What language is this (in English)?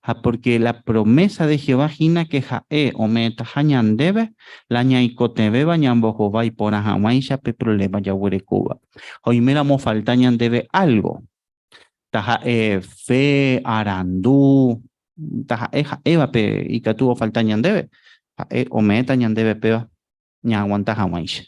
Guarani